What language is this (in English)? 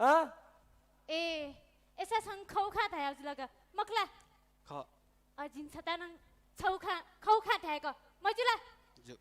Newari